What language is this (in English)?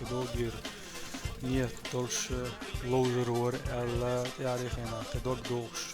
Chechen